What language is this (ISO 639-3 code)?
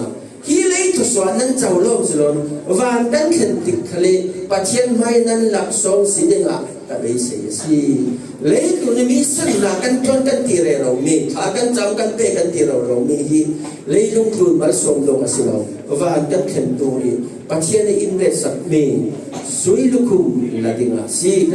cfm